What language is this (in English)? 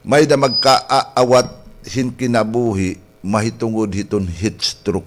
Waray